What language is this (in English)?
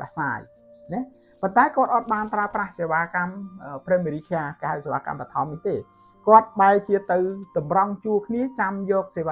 Khmer